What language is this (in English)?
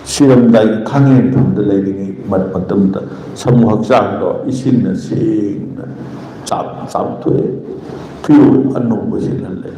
Manipuri